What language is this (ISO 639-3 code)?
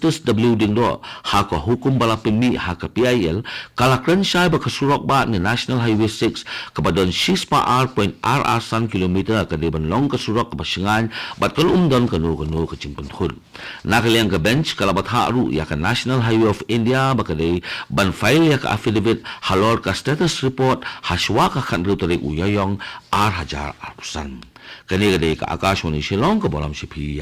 kha